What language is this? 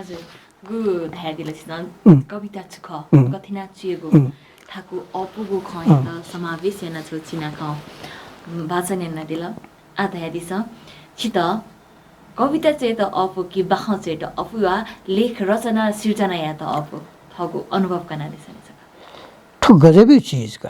Newari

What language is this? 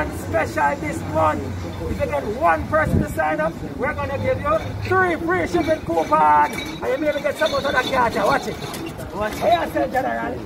Jamaican Creole English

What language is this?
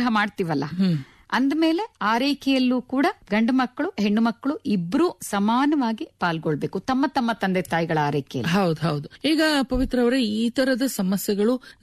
Kannada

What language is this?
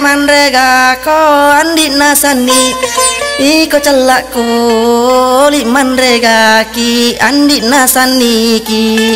Buginese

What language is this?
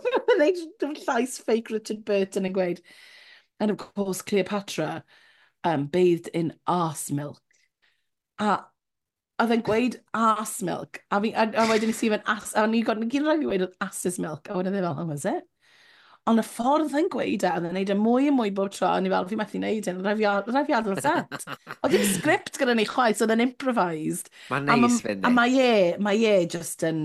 Welsh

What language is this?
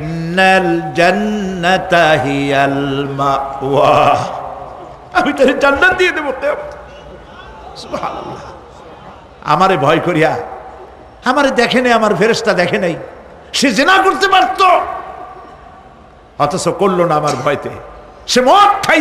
Bangla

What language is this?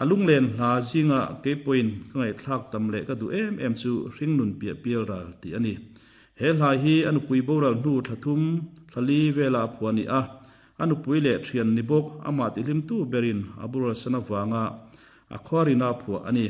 Mizo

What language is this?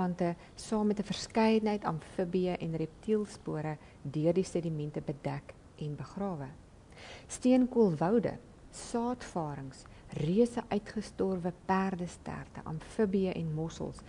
Afrikaans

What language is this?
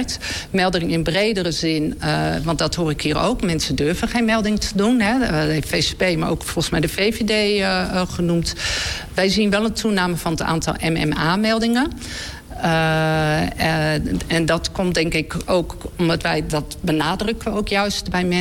Dutch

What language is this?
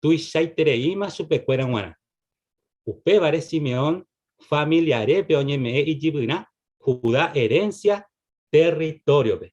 Guarani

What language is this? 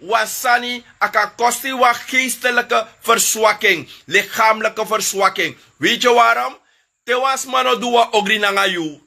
Sranan Tongo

